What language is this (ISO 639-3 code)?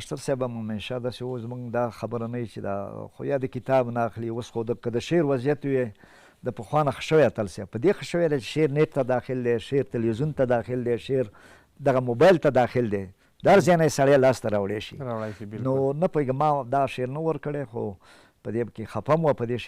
pus